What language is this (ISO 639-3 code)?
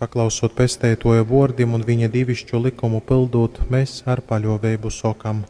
ltg